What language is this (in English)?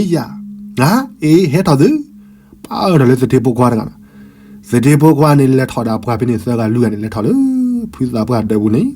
S'gaw Karen